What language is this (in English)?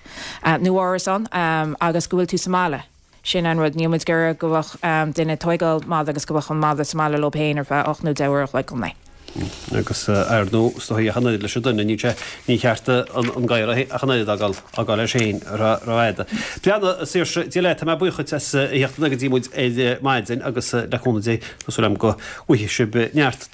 Irish